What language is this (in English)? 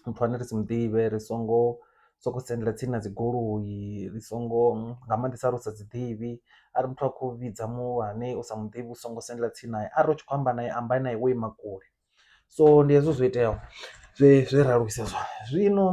Venda